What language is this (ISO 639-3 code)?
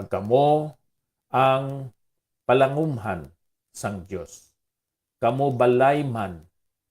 hil